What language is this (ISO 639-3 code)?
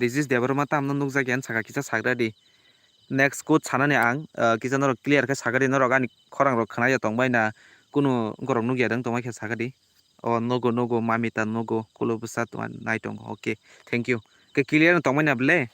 trp